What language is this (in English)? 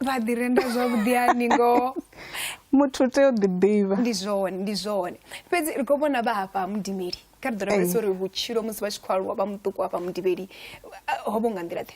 Venda